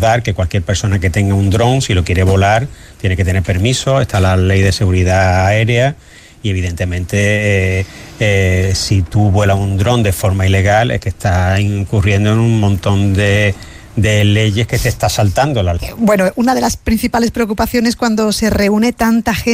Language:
Spanish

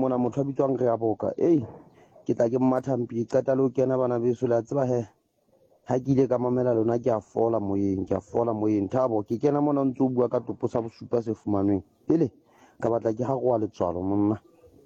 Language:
Southern Sotho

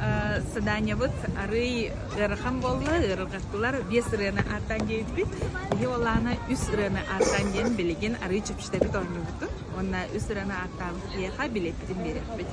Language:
Yakut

